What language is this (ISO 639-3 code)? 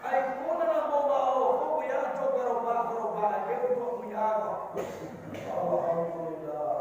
min